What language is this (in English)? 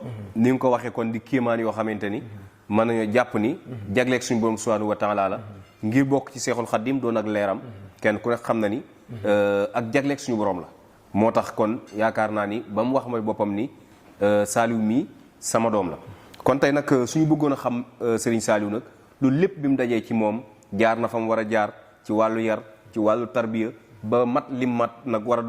Wolof